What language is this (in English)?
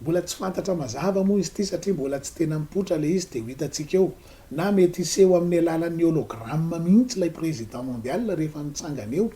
Malagasy